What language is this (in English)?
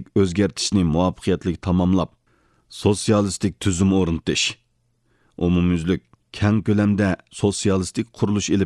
Uyghur